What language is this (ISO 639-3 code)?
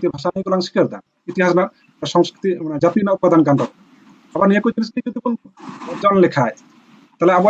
sat